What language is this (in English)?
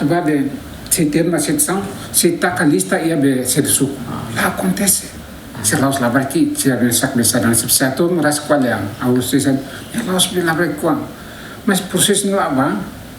Tetum